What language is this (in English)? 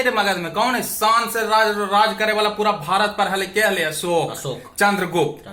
Magahi